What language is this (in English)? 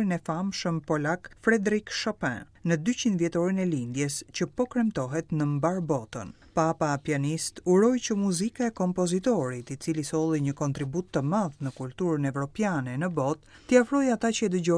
Albanian